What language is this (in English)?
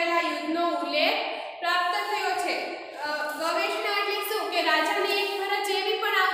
Gujarati